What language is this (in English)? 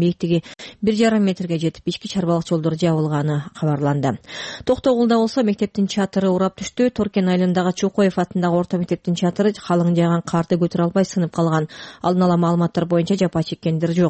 Kyrgyz